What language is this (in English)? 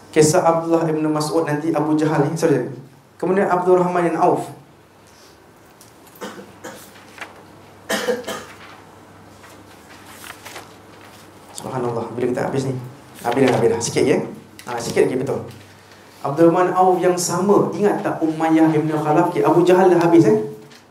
Malay